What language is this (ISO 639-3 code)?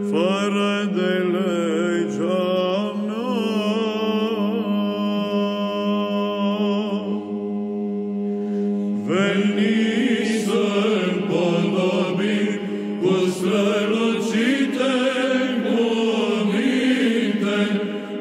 ron